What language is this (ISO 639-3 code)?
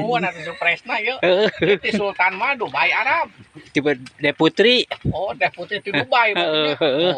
sun